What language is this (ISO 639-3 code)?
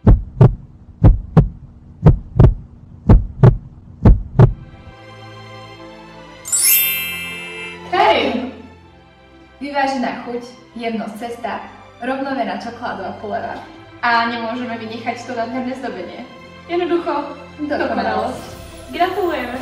slk